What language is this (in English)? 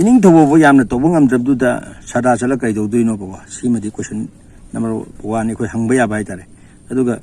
Manipuri